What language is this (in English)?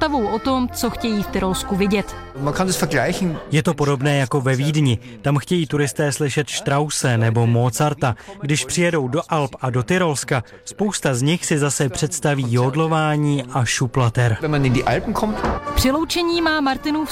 Czech